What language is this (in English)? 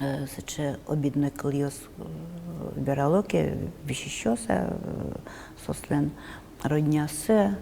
Udmurt